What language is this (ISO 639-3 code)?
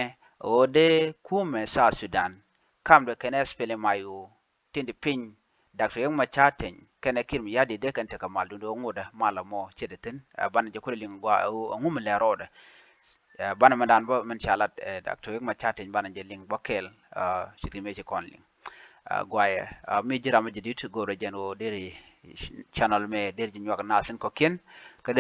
nus